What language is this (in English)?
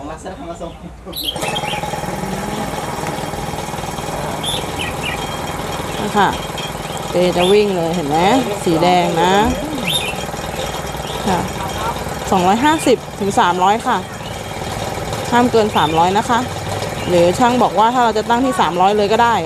Thai